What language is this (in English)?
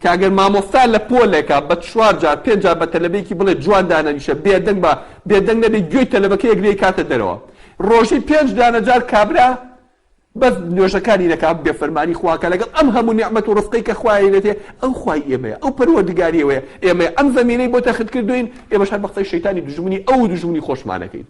Central Kurdish